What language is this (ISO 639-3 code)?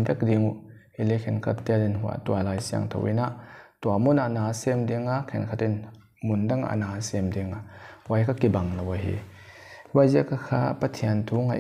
pck